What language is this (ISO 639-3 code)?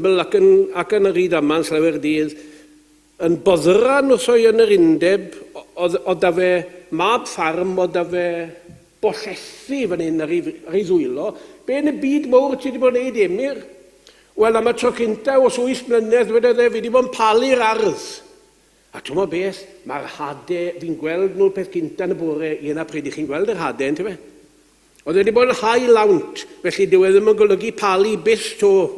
cym